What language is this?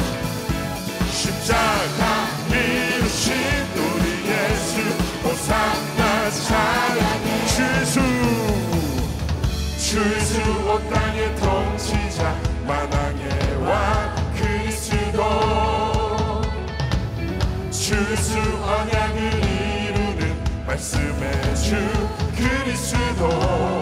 Korean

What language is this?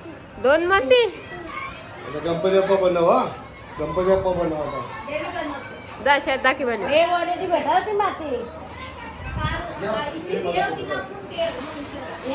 Marathi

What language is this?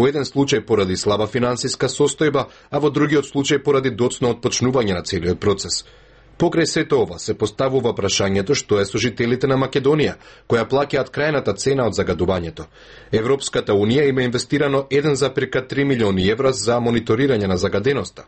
Macedonian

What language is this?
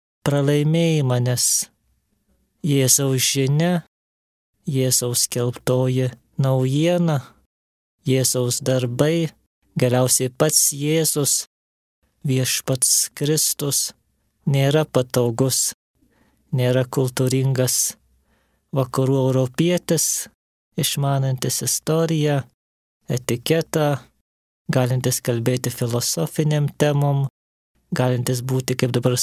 Lithuanian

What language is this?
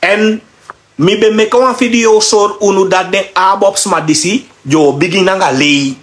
Sranan Tongo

